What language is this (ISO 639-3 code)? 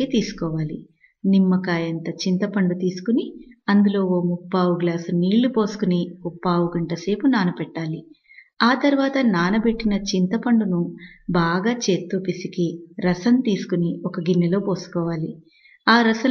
tel